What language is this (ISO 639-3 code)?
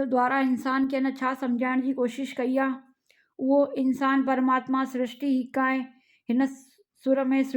snd